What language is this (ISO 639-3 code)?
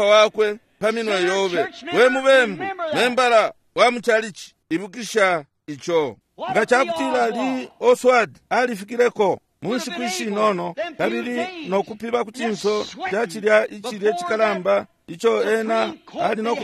bem